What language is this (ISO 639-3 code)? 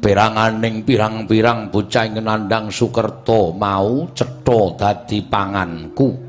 jav